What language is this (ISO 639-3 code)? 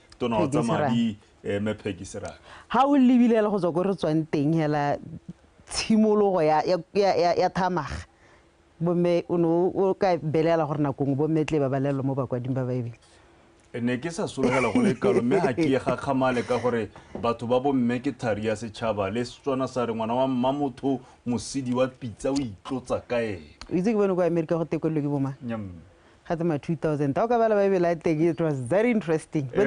tsn